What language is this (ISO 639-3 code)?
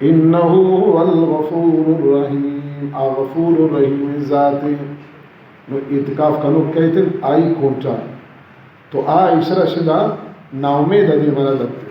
bal